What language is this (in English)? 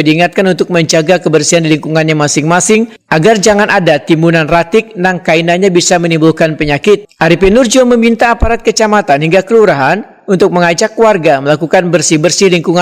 Banjar